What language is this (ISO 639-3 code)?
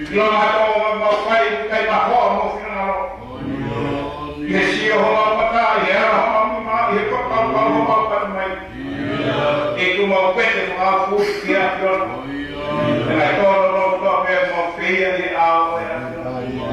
ton